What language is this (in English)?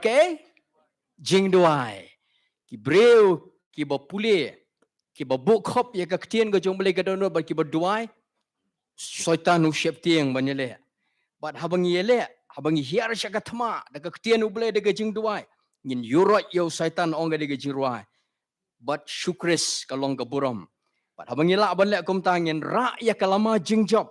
Khasi